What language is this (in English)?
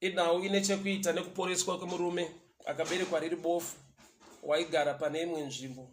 Shona